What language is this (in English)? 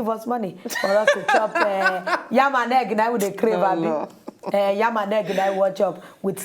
Nigerian Pidgin